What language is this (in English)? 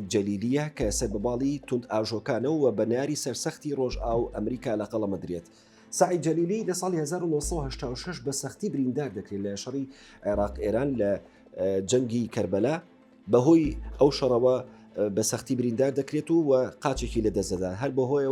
Central Kurdish